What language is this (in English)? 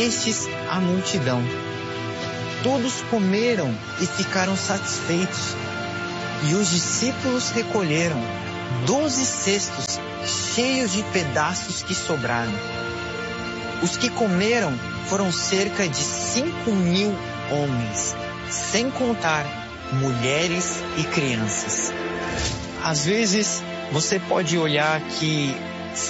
Portuguese